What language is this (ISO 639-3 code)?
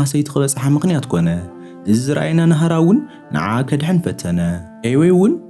tir